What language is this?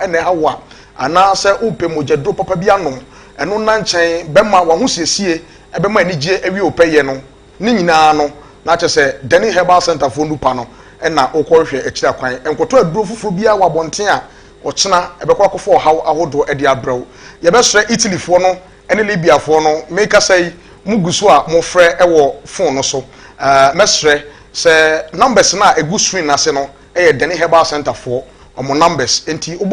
Akan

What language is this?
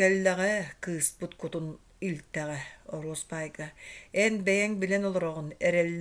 Yakut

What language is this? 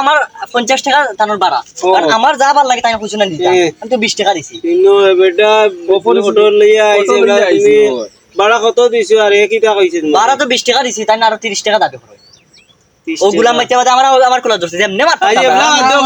Sylheti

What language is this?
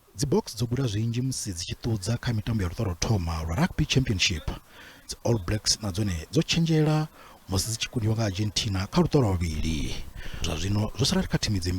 Venda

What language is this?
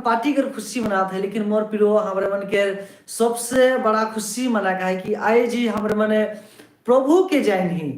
Sadri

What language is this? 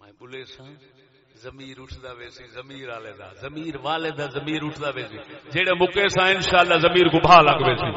Saraiki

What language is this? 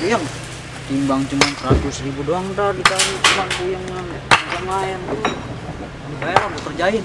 Betawi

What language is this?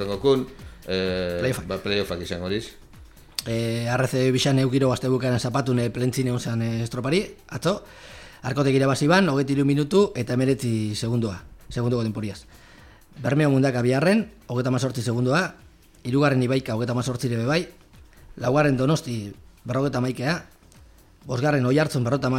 Basque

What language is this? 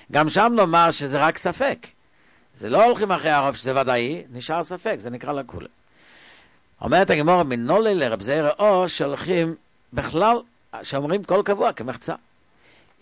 Hebrew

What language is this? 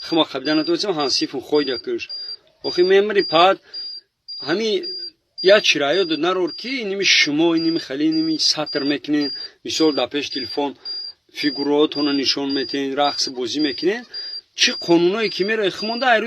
Tajik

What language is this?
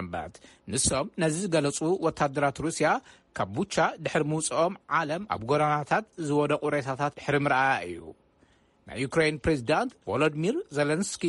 Tigrinya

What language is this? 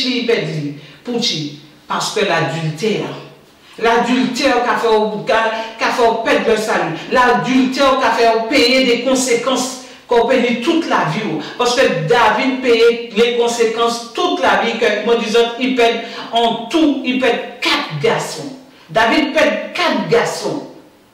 Guadeloupean Creole French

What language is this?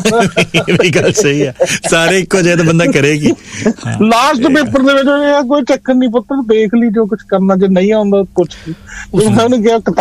Punjabi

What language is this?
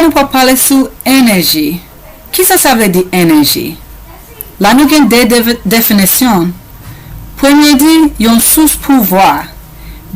Haitian Creole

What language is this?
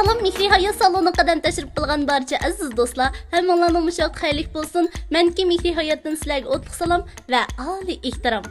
Uyghur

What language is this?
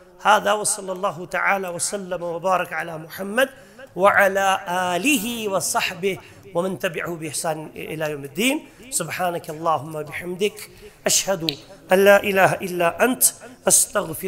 Kashmiri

